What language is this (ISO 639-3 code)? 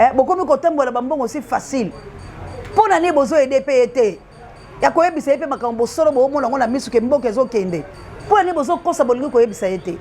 lin